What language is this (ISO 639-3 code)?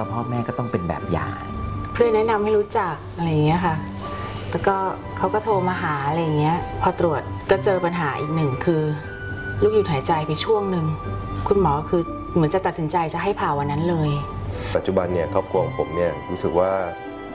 tha